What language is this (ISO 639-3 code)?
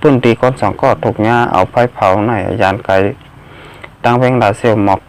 shn